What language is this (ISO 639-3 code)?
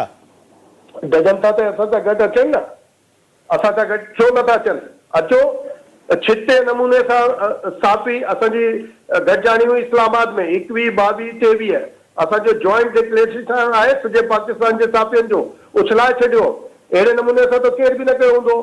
snd